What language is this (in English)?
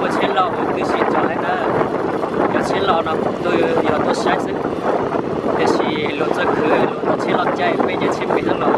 Hmong